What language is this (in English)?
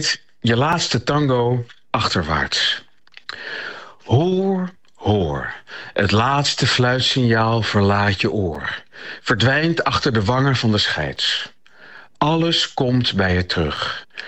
Dutch